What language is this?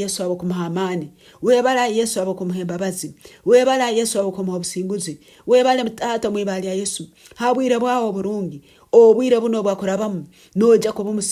Nyankole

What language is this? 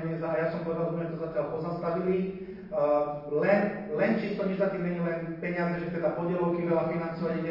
Slovak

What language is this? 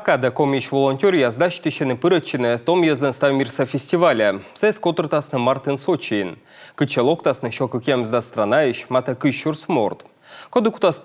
Komi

